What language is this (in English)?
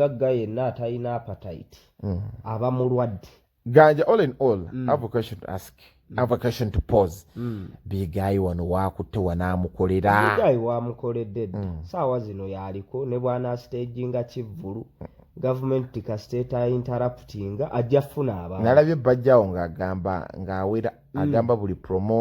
Ganda